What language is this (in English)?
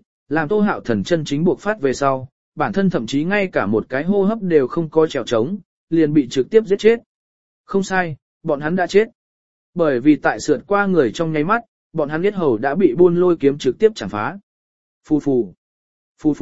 Vietnamese